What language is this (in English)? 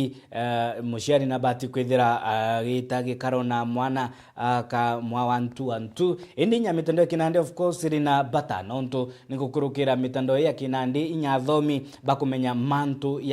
Meru